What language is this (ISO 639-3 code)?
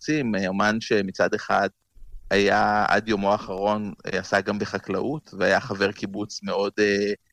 heb